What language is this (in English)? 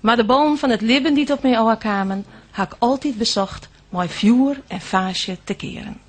Western Frisian